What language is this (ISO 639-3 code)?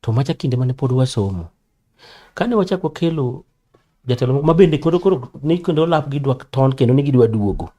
luo